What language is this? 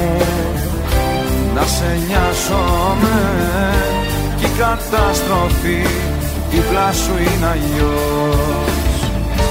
Greek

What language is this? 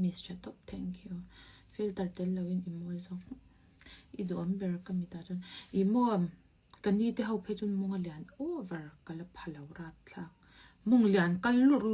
Mizo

